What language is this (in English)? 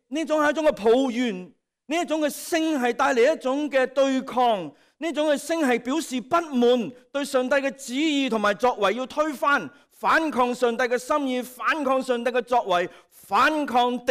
Cantonese